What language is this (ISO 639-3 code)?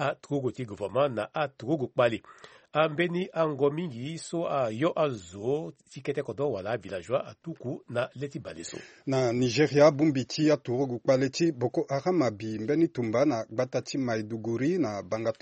sag